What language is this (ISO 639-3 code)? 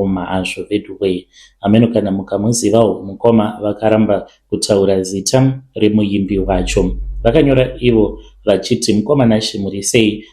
sna